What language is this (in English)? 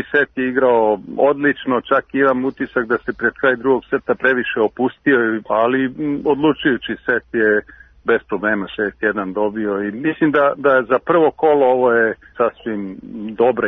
Serbian